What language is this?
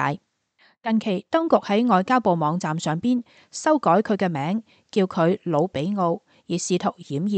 Cantonese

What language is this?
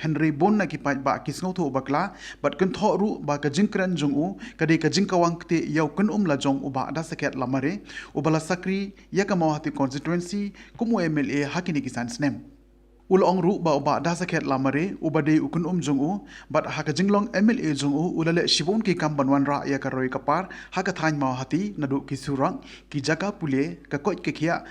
Khasi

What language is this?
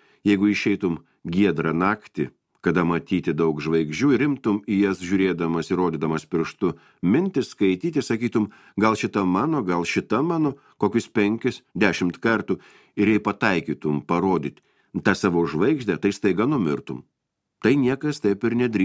Lithuanian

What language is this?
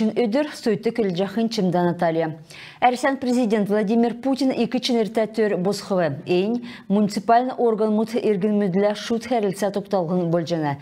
Kalmyk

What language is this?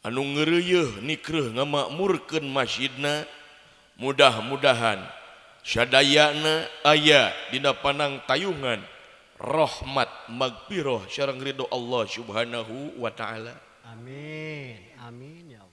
Sundanese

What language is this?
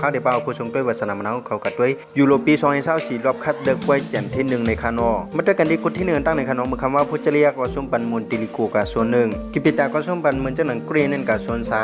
Shan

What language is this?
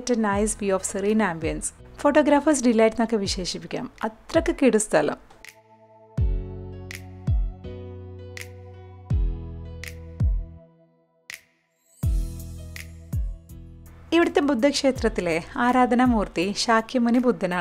Malayalam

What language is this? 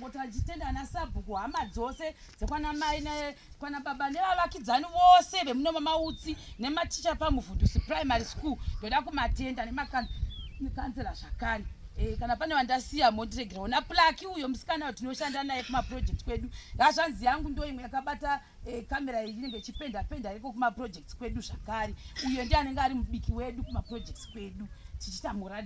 Shona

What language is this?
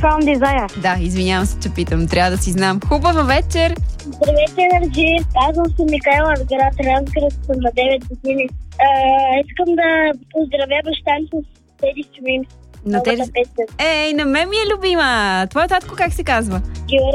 Bulgarian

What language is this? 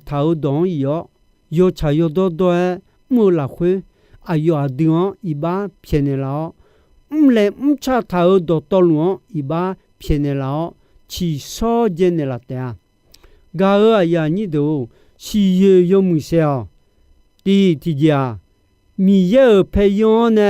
Akha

